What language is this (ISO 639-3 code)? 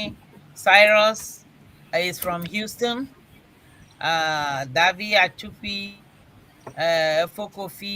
ewe